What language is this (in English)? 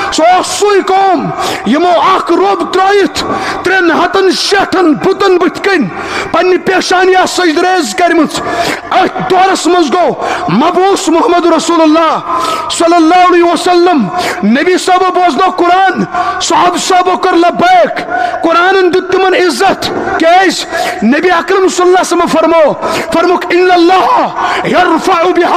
Kashmiri